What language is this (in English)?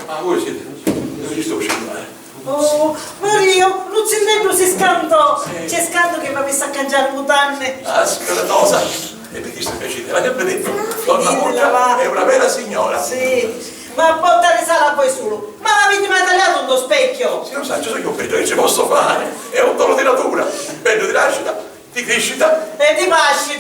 Sicilian